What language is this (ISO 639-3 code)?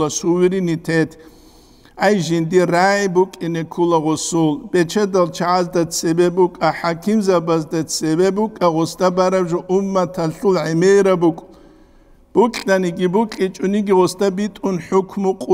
ava